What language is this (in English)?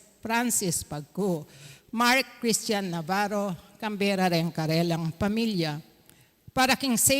Pampanga